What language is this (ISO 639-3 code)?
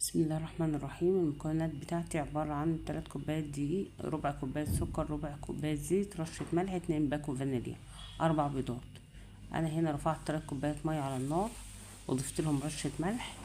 arz